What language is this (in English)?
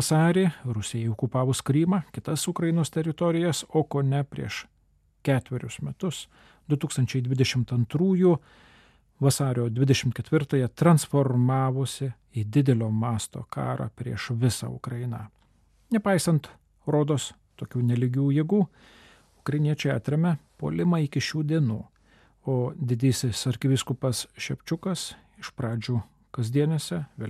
Lithuanian